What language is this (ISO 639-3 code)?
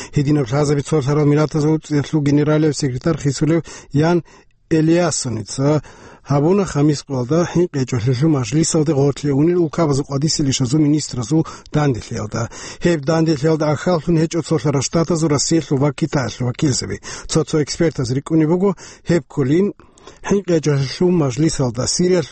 ava